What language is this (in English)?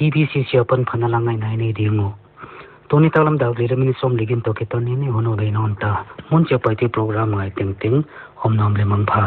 Paite Chin